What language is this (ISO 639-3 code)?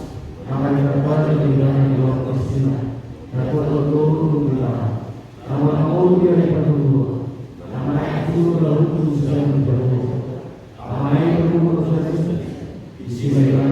bbc